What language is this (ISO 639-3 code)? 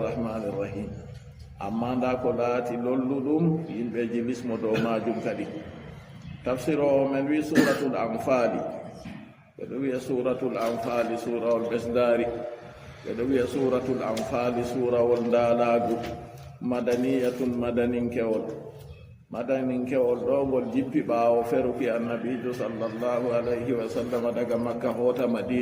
ful